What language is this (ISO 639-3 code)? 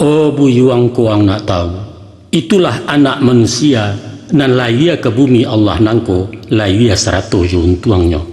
min